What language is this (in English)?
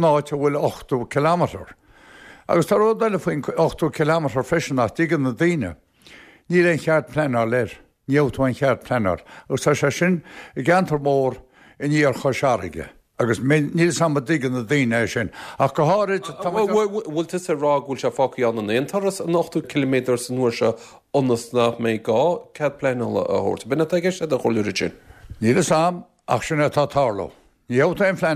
Irish